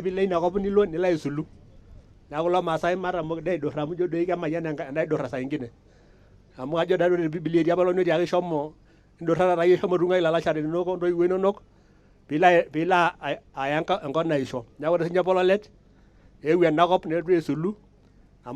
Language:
Masai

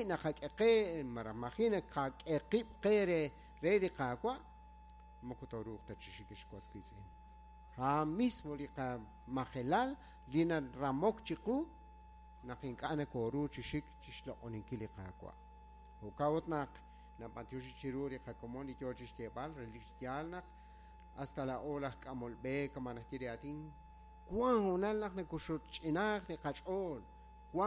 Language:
Kekchí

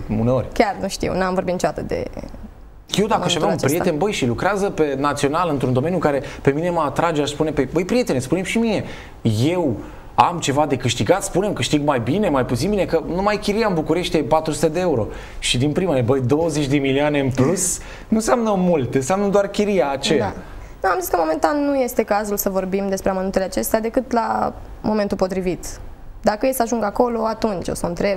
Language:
Romanian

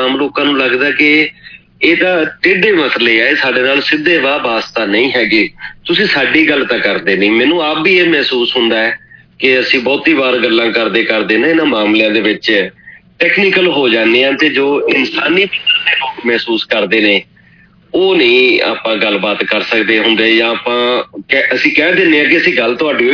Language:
Punjabi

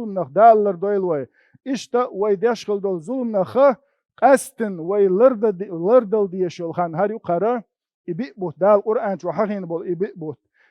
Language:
Chechen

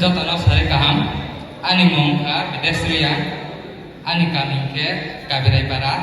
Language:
Kok Borok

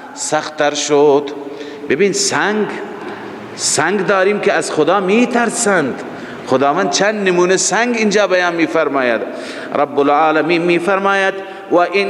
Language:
Persian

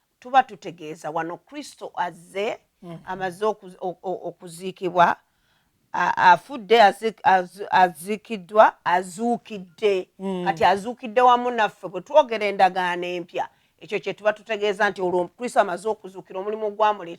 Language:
Ganda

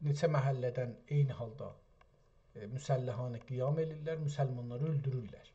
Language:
South Azerbaijani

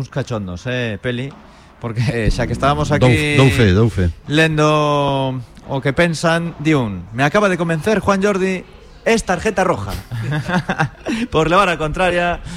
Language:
Galician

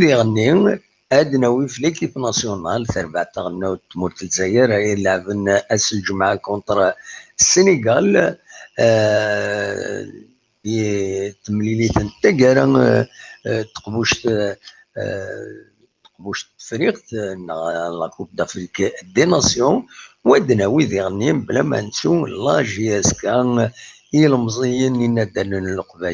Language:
Kabyle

